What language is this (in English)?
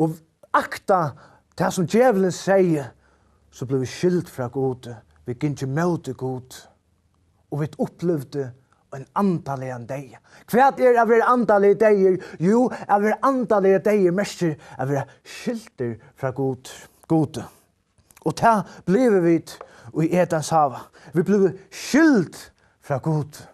Faroese